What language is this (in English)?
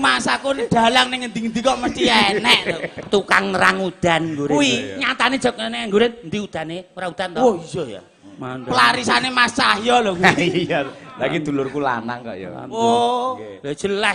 Javanese